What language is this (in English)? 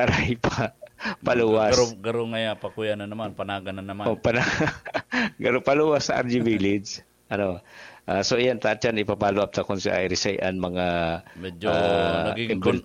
Bikol